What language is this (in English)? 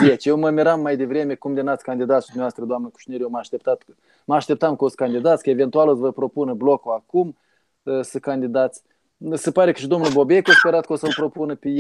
Romanian